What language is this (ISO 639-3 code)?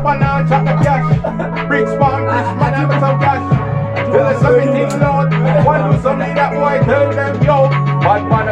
jam